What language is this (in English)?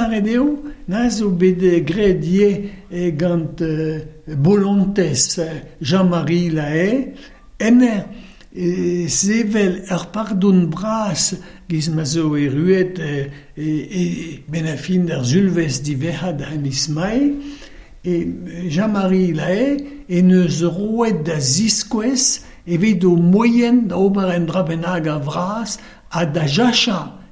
Breton